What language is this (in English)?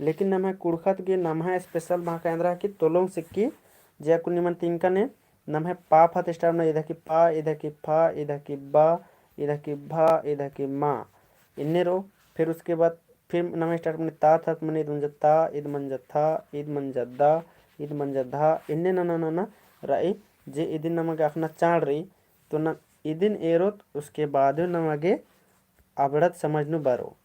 Kurukh